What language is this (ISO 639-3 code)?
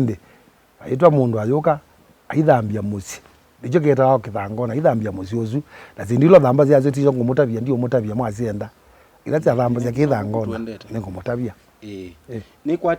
kam